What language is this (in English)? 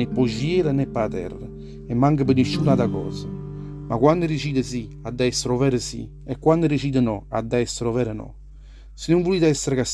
Neapolitan